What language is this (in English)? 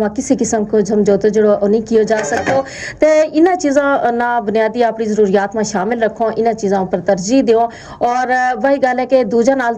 Gujari